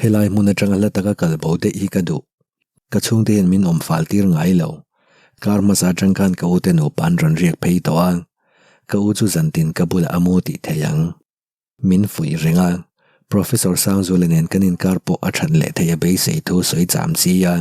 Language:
Mizo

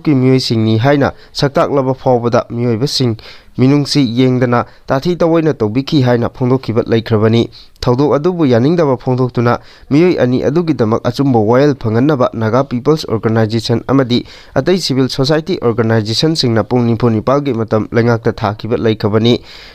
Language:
Manipuri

